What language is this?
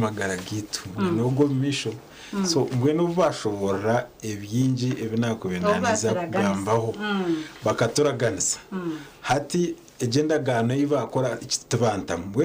Nyankole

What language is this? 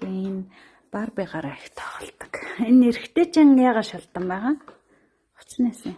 Mongolian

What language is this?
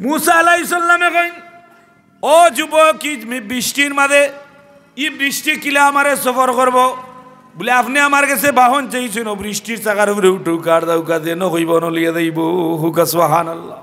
Sylheti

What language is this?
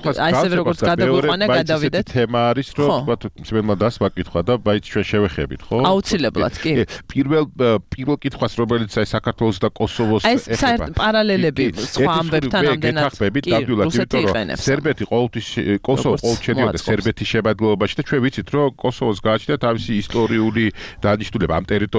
Georgian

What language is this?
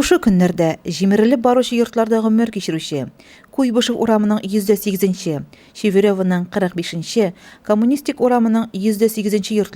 Tatar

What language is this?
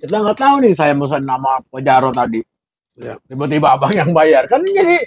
Betawi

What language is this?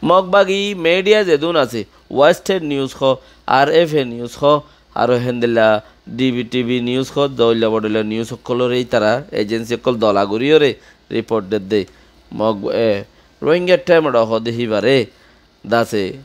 Rohingya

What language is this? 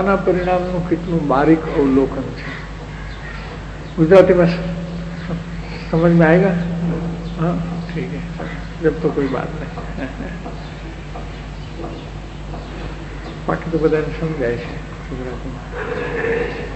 Gujarati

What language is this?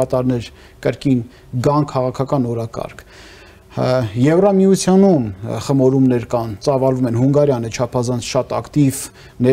Armenian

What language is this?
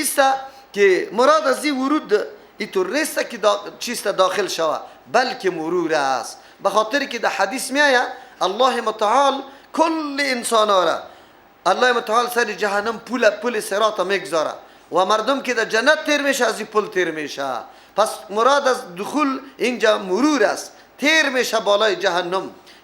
Persian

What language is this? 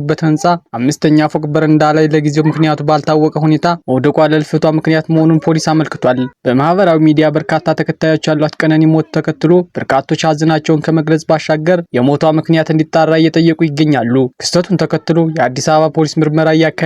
Amharic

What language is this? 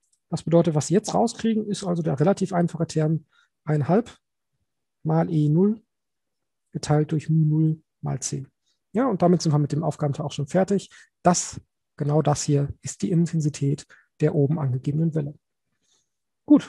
German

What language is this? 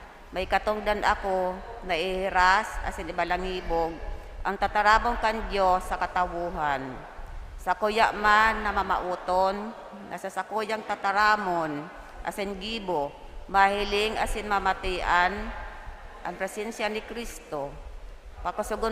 Bikol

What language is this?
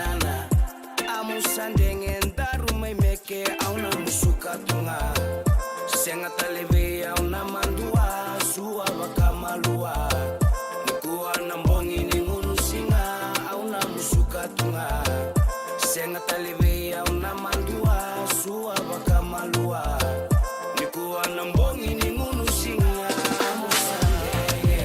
Fijian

